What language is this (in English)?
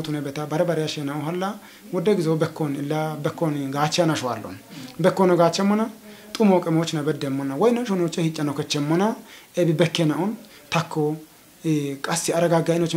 Kafa